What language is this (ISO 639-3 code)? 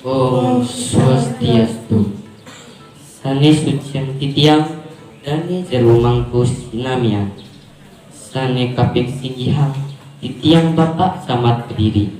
ban